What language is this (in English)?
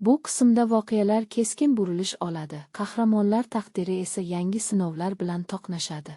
Uzbek